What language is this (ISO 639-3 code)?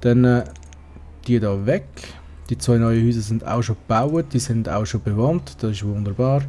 gsw